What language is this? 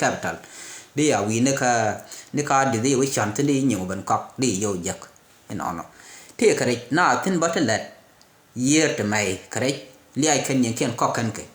Nuer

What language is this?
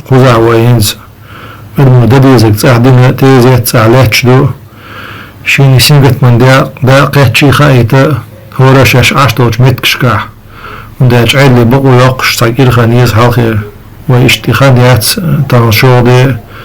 Chechen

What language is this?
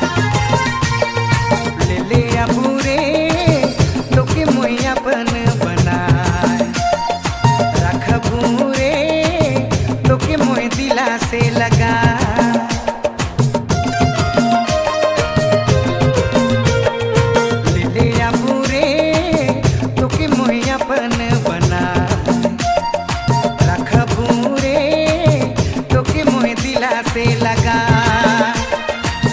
Sadri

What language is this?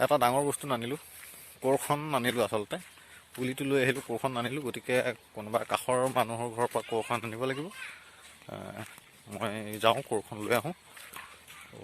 Assamese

